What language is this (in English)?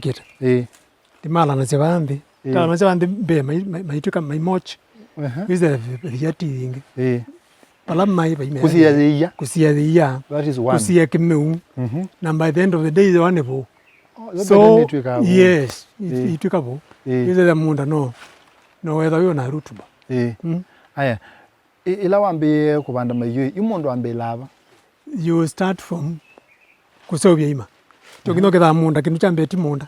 Kamba